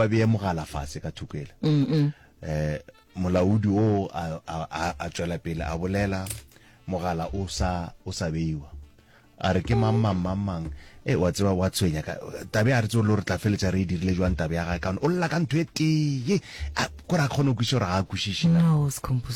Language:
Northern Sotho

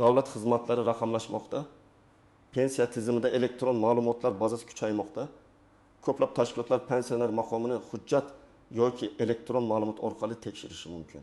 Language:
Uzbek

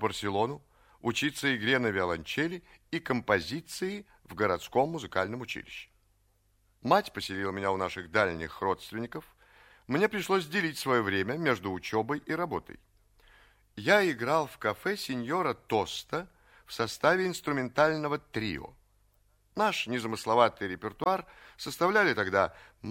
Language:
Russian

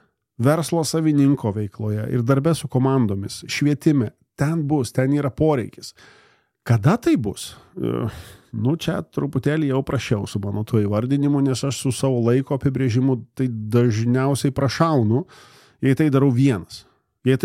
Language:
Lithuanian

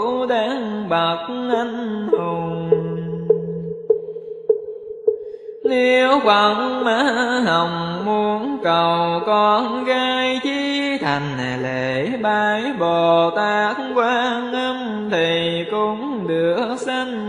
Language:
Vietnamese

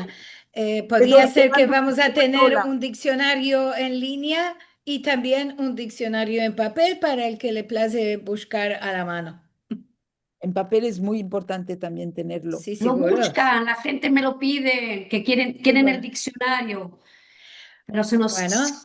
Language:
Ladino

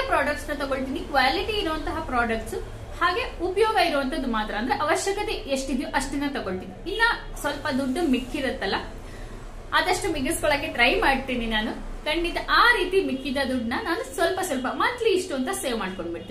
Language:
Kannada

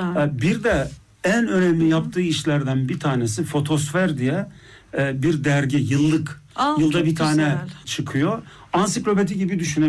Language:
Turkish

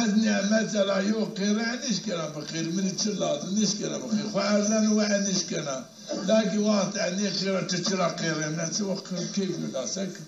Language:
Zaza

